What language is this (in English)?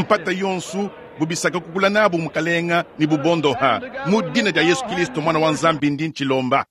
Luba-Lulua